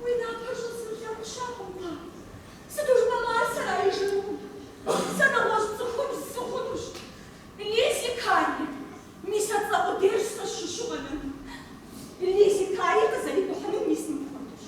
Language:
Kabardian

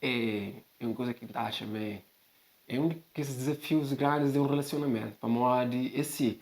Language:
Kabuverdianu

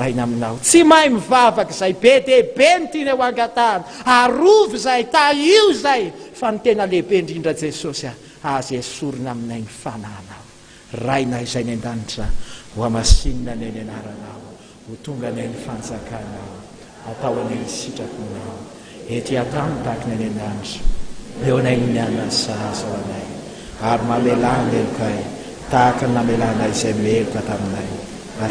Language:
Malagasy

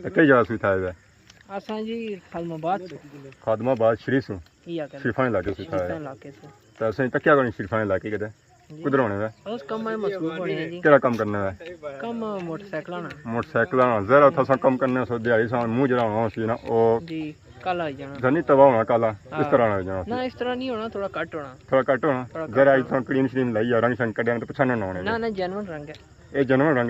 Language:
Pahari-Potwari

